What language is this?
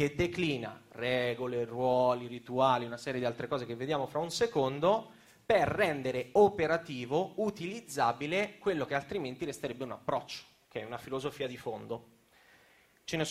Italian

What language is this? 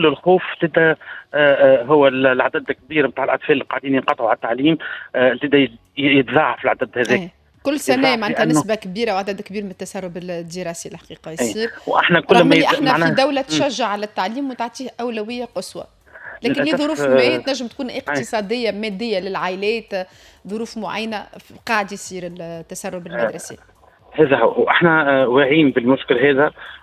Tunisian Arabic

